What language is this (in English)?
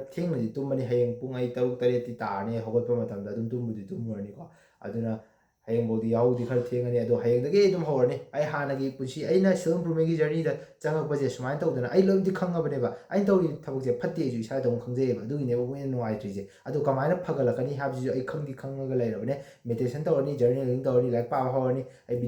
Manipuri